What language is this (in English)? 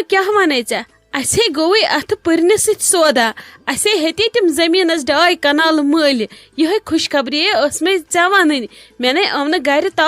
Kashmiri